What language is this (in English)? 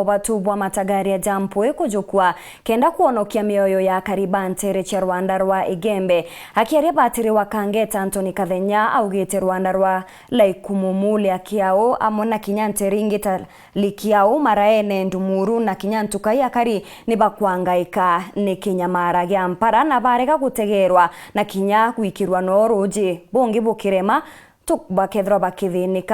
Meru